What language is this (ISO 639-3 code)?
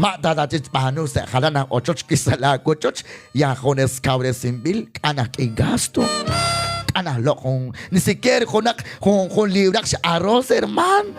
kek